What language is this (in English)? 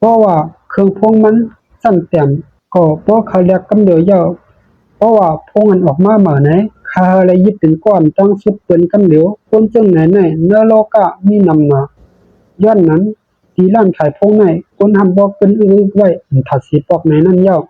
Shan